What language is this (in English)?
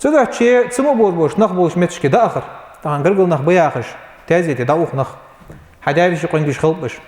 Ingush